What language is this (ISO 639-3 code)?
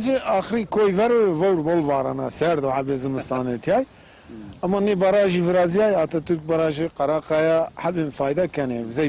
zza